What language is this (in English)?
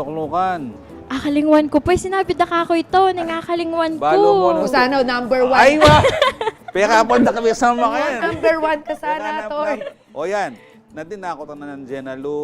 Pampanga